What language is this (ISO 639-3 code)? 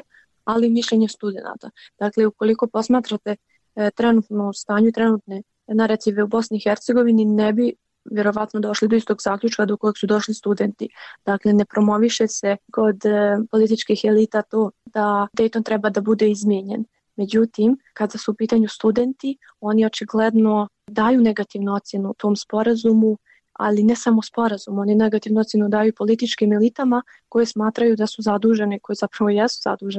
bos